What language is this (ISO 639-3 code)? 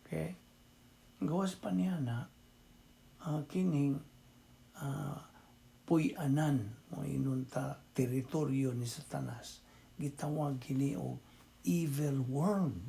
ceb